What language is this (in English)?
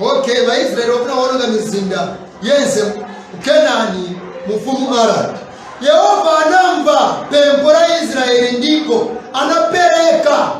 Nyanja